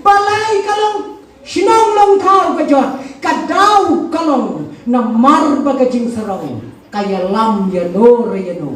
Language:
Khasi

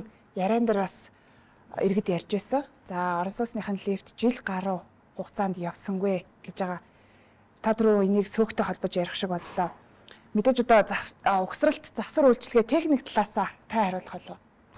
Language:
Mongolian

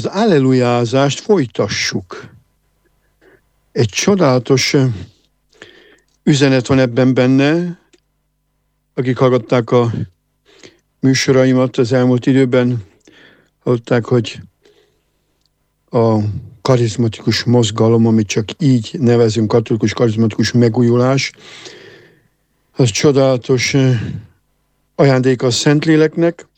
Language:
Hungarian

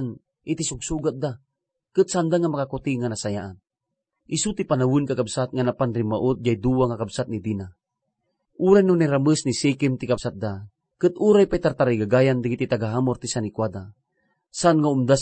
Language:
Iloko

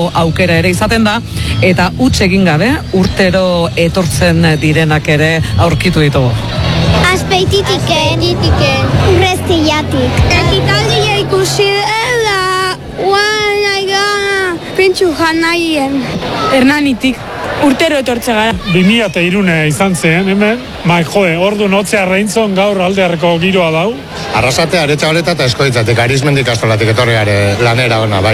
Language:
Basque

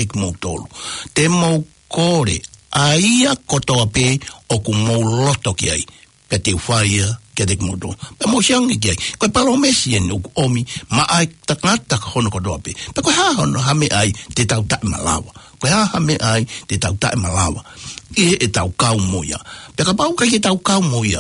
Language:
Tongan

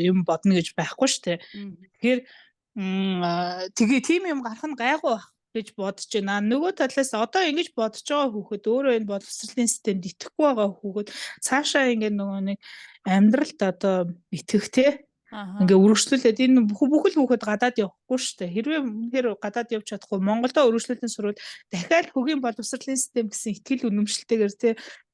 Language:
Mongolian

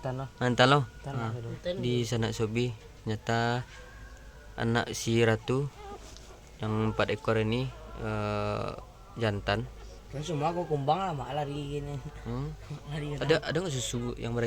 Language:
Minangkabau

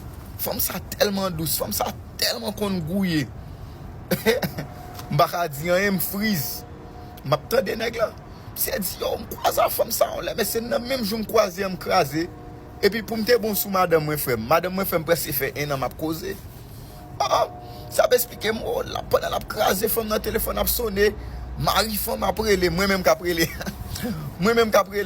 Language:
Haitian Creole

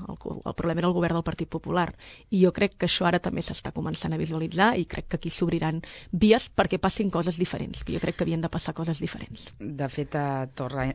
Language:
Catalan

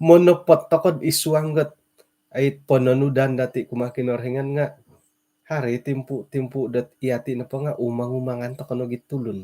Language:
Central Dusun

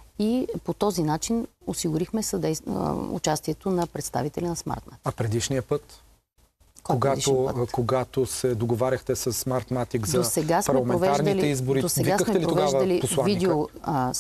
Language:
Bulgarian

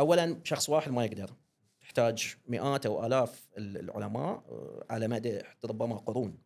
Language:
Gulf Arabic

